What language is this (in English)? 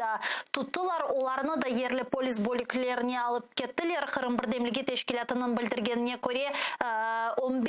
Crimean Tatar